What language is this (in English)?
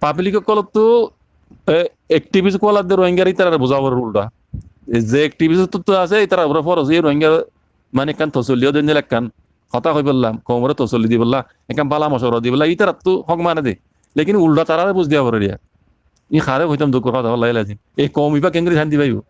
Rohingya